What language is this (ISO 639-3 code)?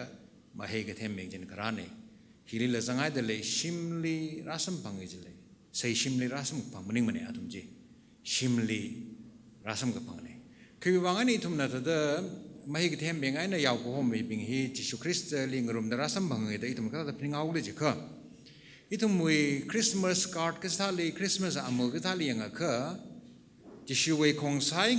nmf